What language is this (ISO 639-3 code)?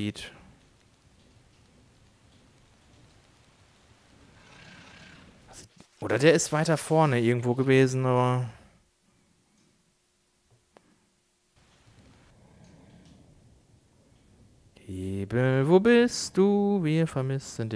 deu